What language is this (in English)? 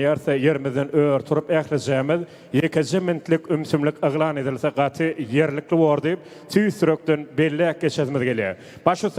Turkmen